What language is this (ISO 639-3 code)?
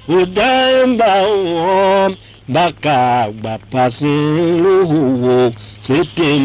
tiv